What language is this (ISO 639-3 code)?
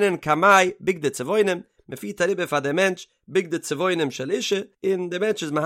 yid